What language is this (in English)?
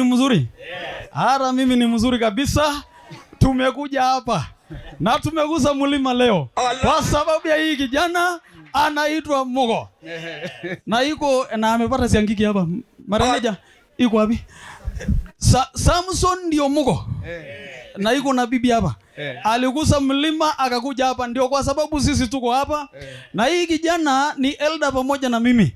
Swahili